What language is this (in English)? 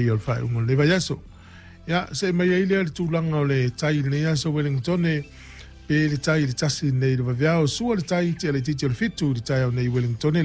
Samoan